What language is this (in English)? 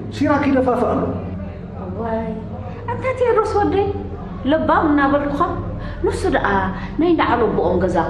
Tigrinya